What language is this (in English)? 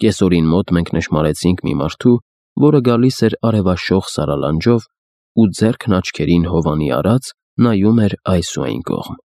Armenian